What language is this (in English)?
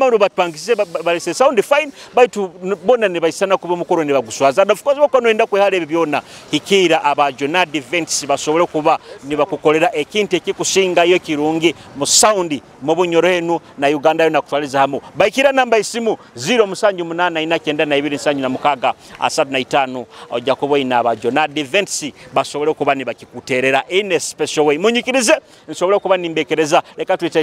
Nyoro